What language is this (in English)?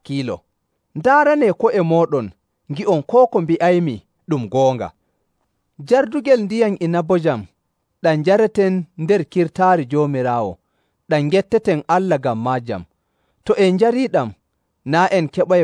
Nigerian Fulfulde